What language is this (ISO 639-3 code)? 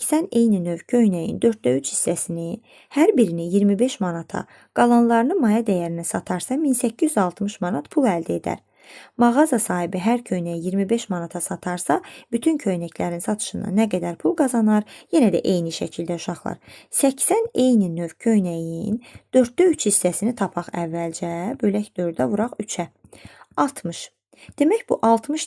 aze